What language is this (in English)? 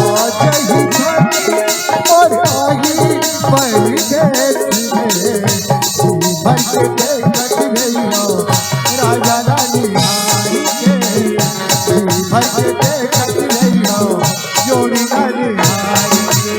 Chhattisgarhi